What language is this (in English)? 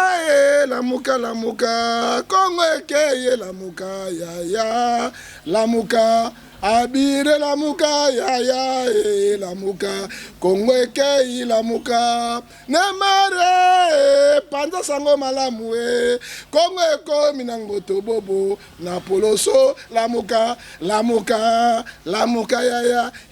Lingala